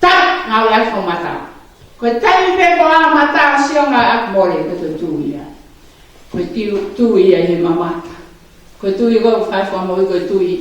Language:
Tongan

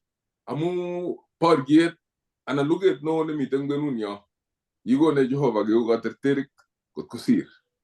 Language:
Kalenjin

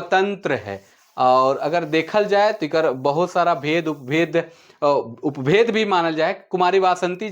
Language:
Sadri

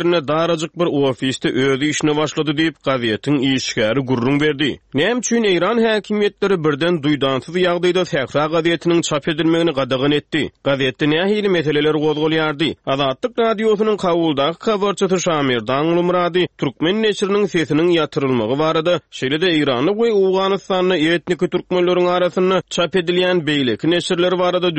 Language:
Turkmen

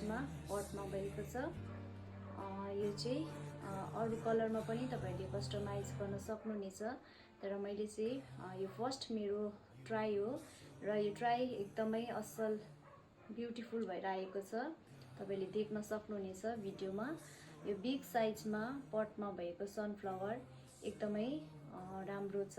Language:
Nepali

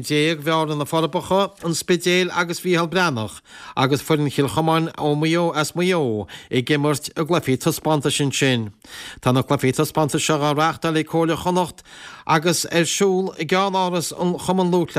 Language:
Irish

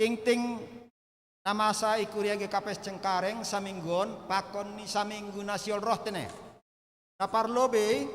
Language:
Batak Simalungun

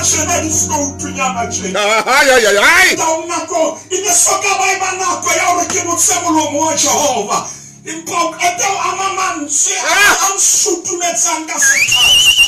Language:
Southern Sotho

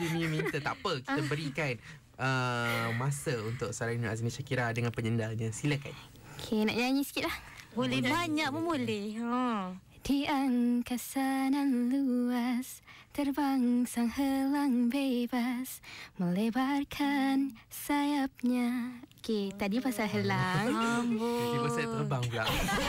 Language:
Malay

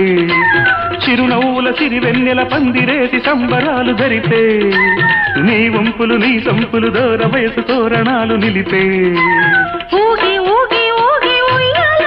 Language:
Telugu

